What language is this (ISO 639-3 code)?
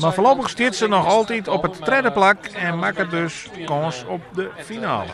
fry